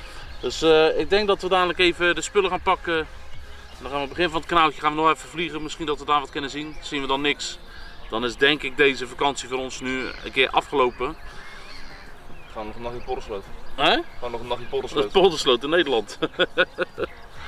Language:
Dutch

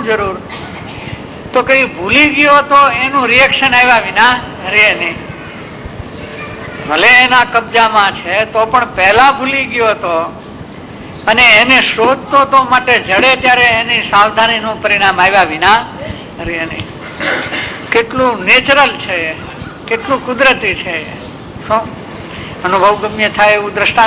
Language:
Gujarati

